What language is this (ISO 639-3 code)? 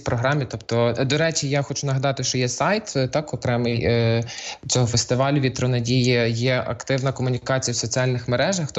ukr